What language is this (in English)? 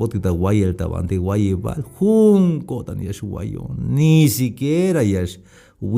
Tzeltal